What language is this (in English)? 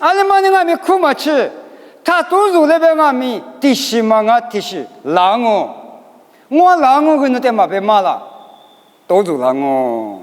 Lisu